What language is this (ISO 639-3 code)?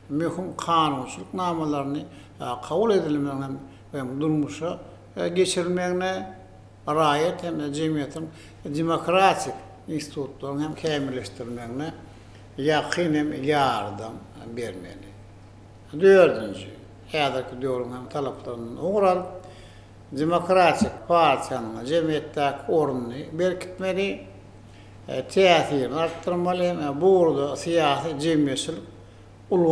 tuk